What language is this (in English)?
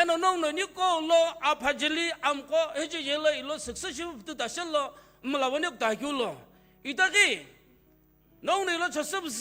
Sumi Naga